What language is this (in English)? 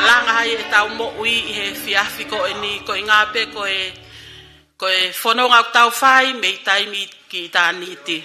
Tongan